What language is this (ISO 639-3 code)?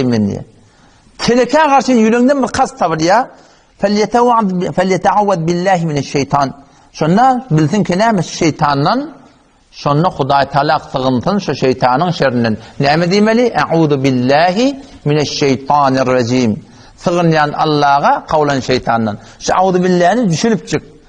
tuk